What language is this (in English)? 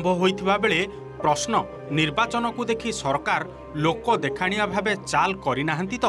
Odia